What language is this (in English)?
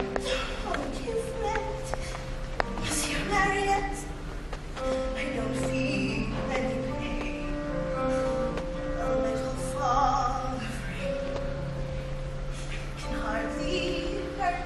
English